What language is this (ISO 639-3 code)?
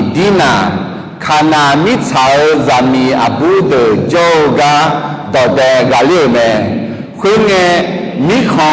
ahk